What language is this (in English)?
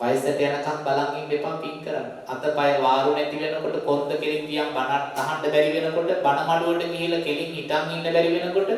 Sinhala